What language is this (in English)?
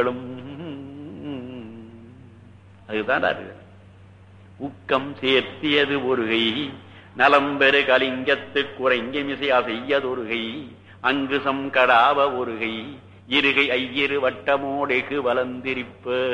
Tamil